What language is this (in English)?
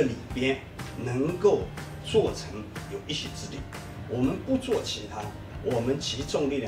Chinese